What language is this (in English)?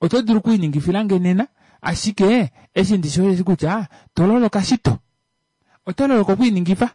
Kuanyama